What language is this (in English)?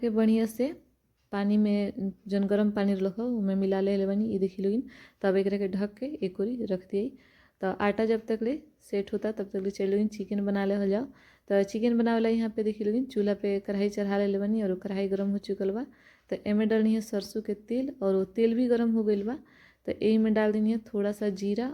Bhojpuri